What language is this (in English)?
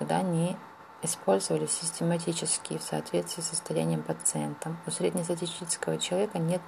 Russian